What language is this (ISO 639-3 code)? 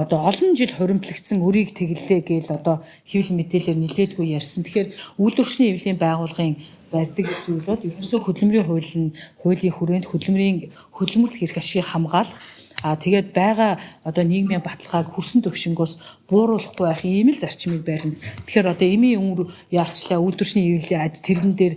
mon